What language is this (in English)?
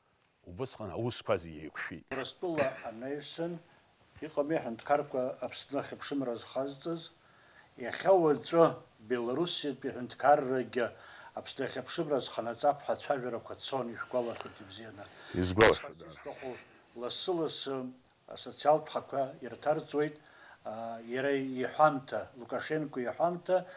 Abkhazian